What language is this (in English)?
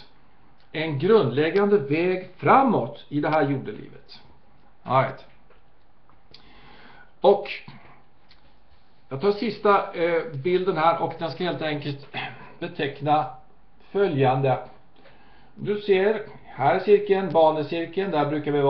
Swedish